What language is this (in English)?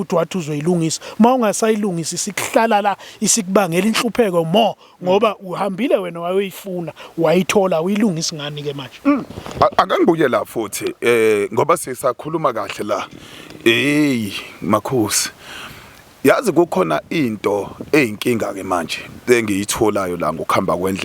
Zulu